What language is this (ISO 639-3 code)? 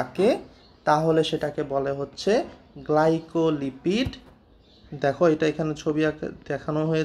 ben